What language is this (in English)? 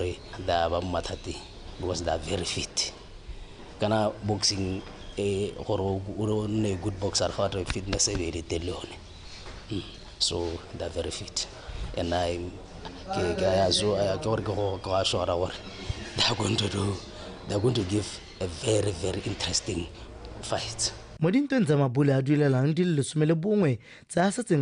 Tswana